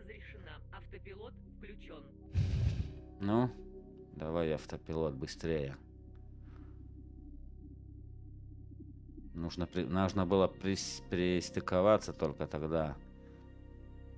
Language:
Russian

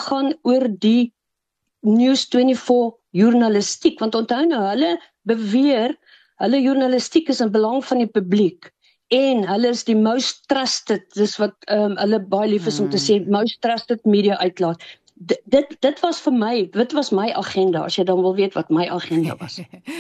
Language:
Afrikaans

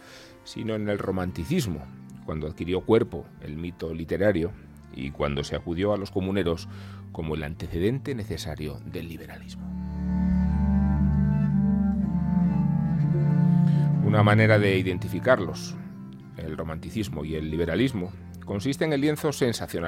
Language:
Spanish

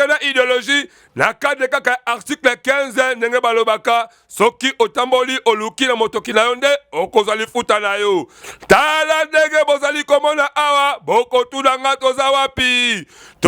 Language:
Lingala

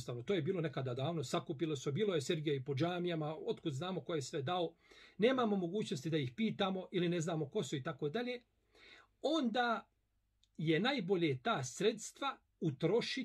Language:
Bosnian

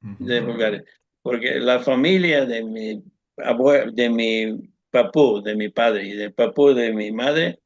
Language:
Ladino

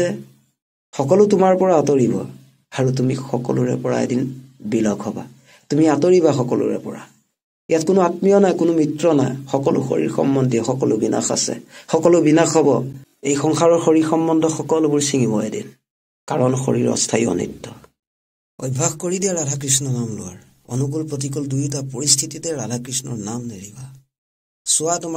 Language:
Assamese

